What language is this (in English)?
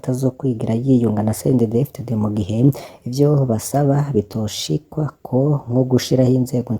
Rundi